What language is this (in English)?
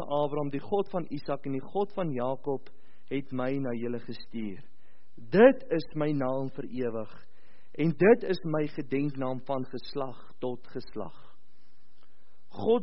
Afrikaans